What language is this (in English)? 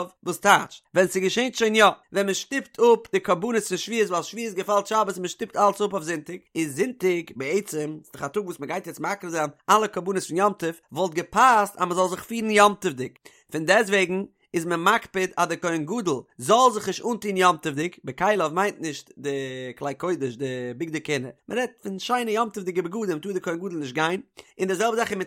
Yiddish